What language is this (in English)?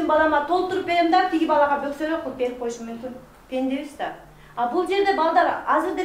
Kyrgyz